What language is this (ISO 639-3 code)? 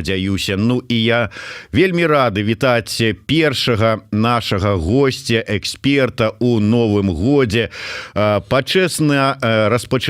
bel